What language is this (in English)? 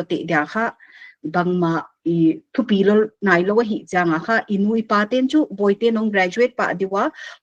Paite Chin